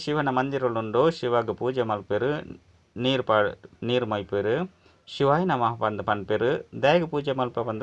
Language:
Tulu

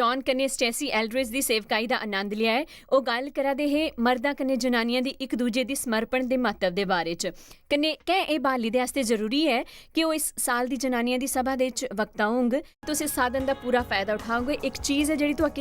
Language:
Dogri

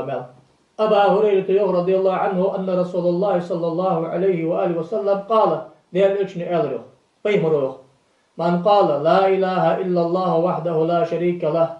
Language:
Ingush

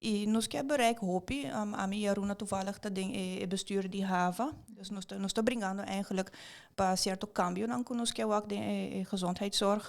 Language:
Papiamento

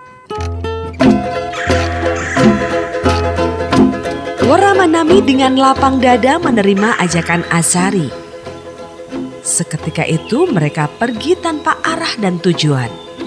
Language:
Indonesian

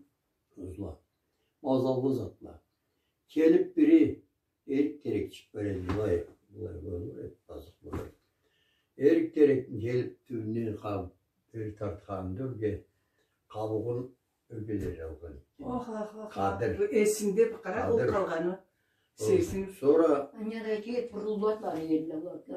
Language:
Karachay-Balkar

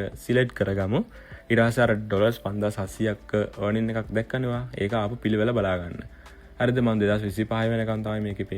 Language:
Sinhala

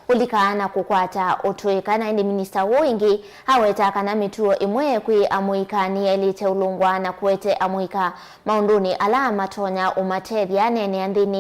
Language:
Kamba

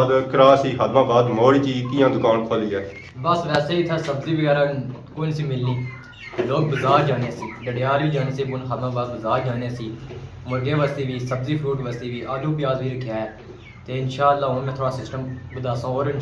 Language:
Pahari-Potwari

